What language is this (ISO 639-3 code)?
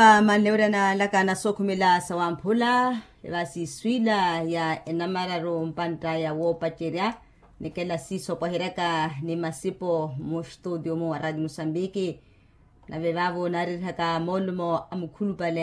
vmw